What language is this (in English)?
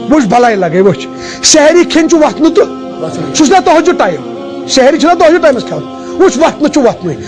Kashmiri